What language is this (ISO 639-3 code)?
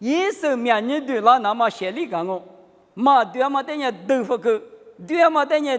lis